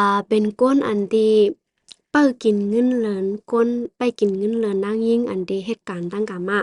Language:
Shan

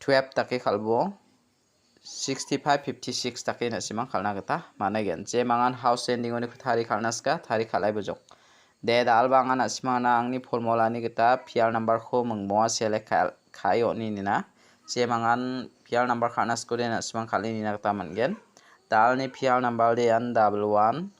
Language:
Garo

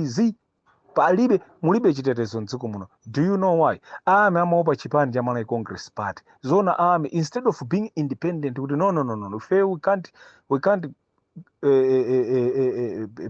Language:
Nyanja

